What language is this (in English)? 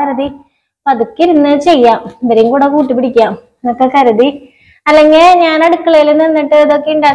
Malayalam